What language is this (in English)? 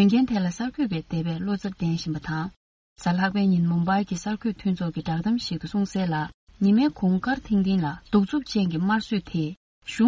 Tibetan